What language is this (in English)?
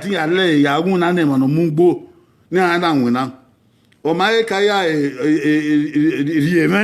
Bini